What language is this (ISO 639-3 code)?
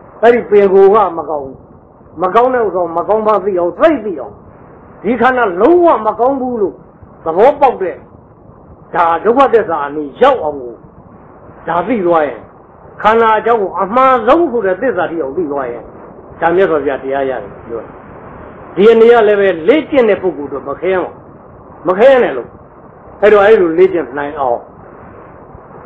mya